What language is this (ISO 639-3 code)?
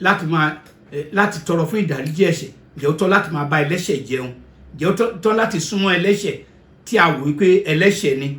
yor